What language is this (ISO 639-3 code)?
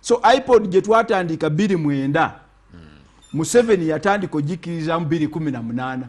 lug